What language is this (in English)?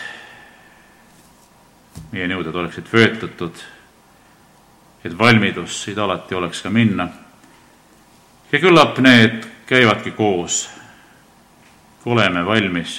Estonian